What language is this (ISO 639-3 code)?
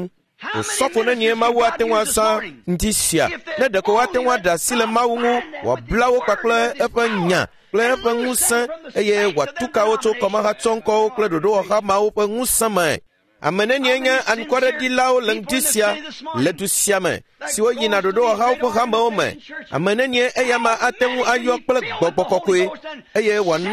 ewe